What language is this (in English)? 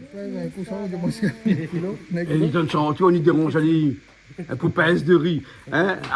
Réunion Creole French